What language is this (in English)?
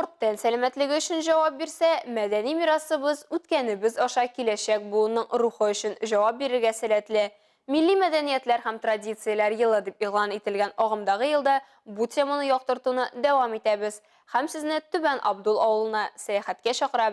Tatar